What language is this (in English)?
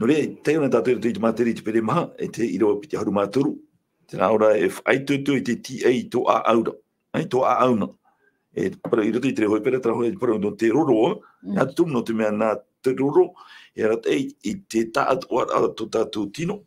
Tahitian